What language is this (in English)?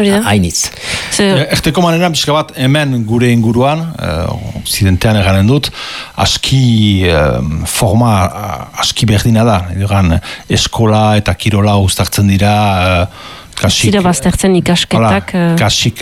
Basque